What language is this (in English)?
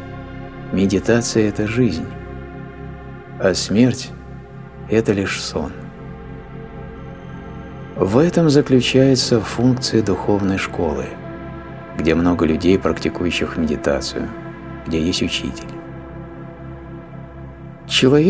Russian